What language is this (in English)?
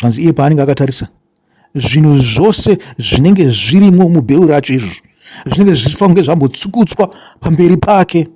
Shona